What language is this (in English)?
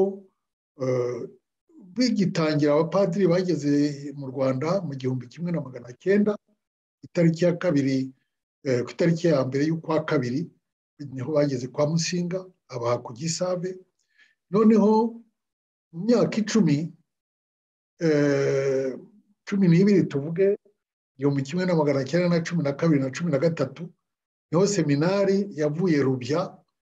Kinyarwanda